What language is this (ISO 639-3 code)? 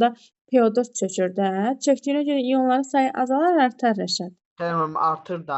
aze